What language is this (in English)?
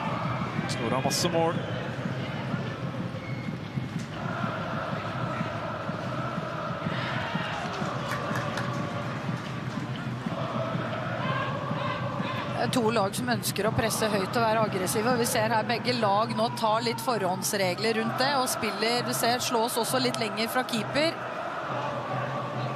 Norwegian